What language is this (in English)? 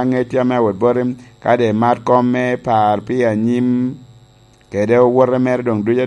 Lango (Uganda)